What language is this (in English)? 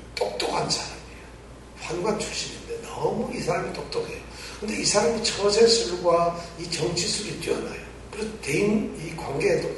Korean